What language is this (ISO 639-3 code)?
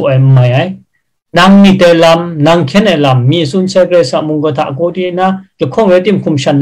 kac